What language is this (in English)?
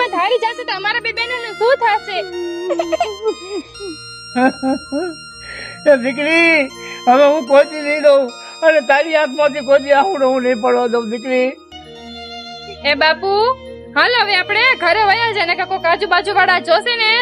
Gujarati